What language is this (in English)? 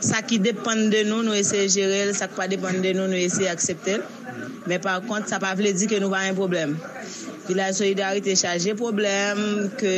Haitian Creole